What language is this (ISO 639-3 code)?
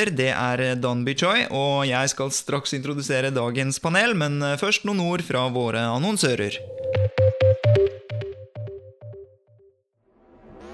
nor